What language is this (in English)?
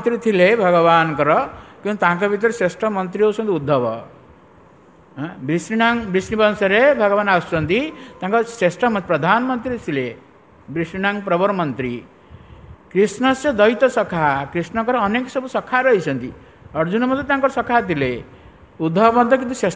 Odia